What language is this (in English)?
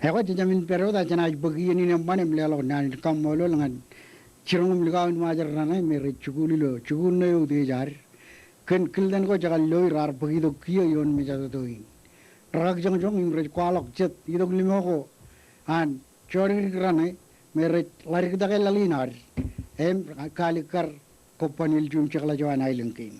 Marshallese